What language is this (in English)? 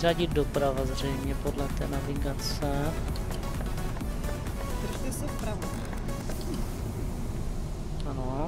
Czech